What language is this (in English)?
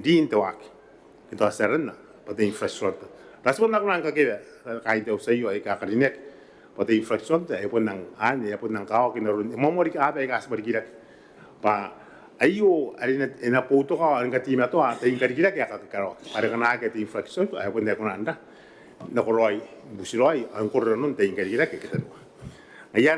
Gilbertese